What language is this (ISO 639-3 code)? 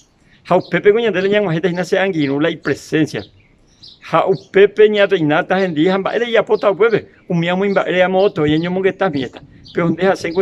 grn